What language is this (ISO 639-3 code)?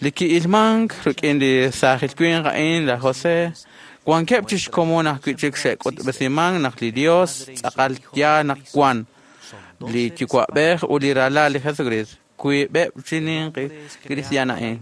kek